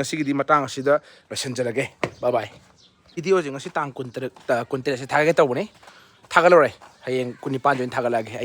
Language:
Manipuri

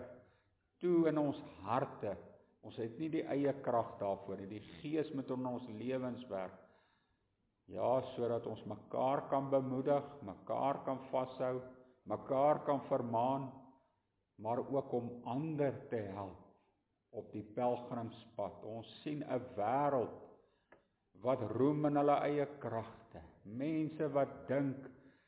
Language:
Afrikaans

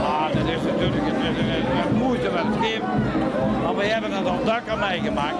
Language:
Limburgish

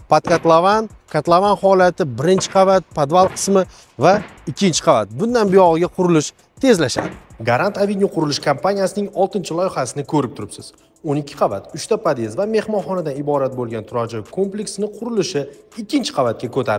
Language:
Uzbek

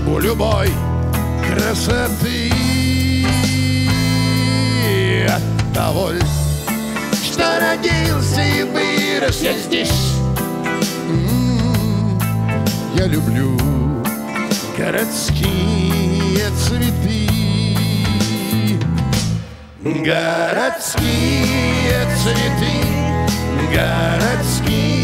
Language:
Russian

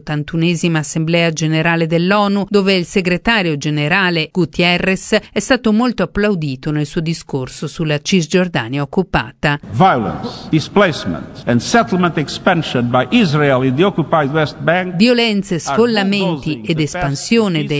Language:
Italian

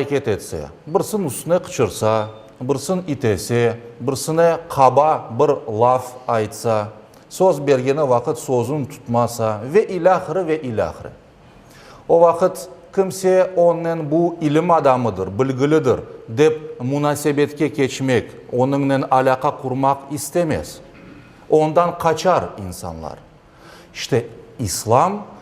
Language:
Crimean Tatar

